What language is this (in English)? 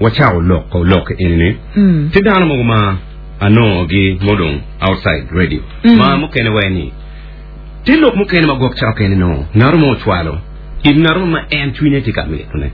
Acoli